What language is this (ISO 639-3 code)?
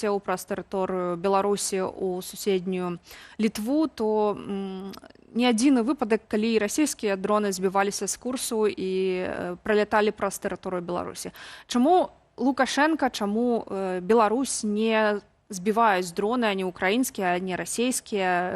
bel